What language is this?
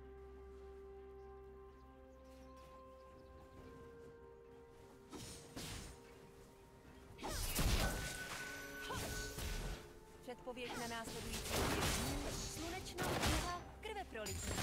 Czech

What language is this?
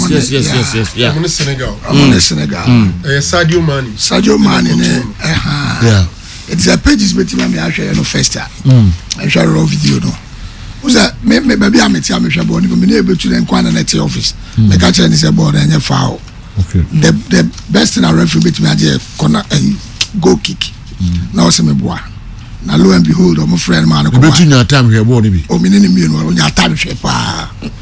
Akan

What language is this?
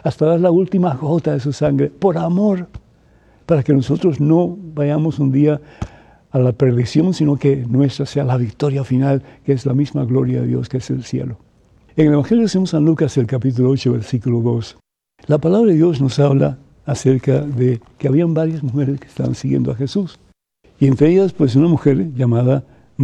Spanish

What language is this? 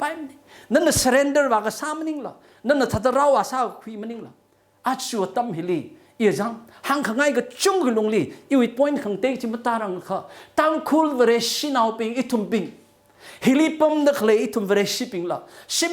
Tangkhul Naga (India)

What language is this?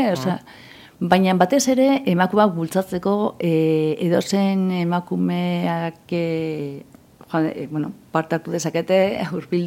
Basque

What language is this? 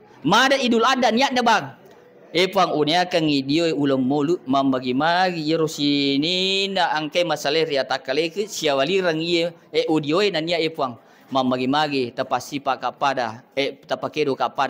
Buginese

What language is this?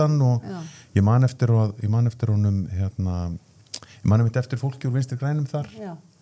Icelandic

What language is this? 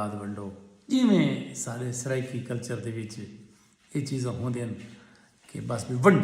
Saraiki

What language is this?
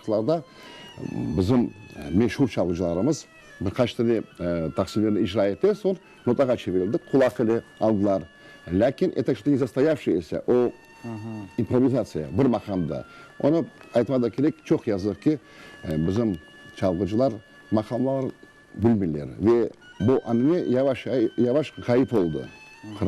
Crimean Tatar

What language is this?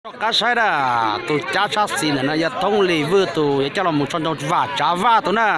Hmong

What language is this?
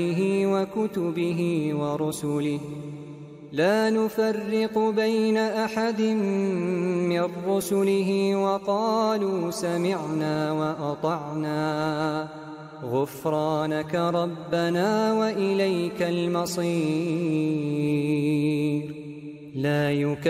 Arabic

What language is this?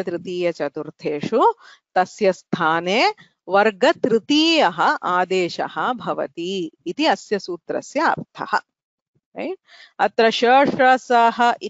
Sanskrit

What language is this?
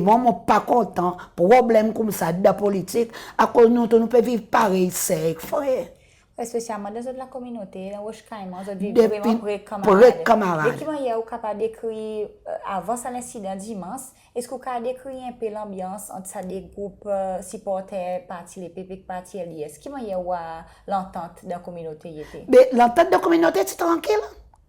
Seselwa Creole French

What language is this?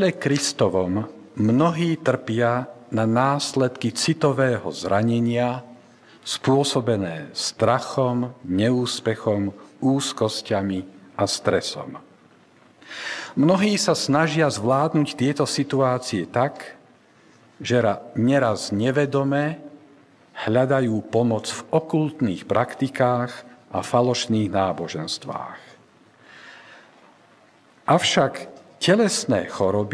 Slovak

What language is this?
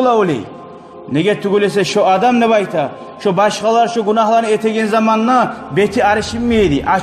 Kumyk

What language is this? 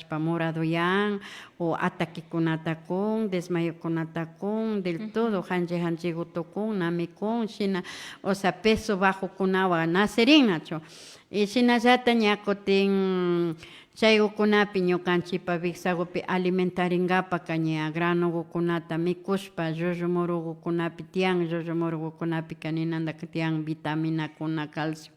Imbabura Highland Quichua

